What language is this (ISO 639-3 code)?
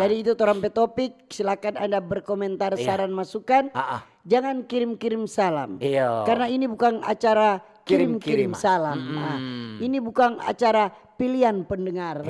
xmm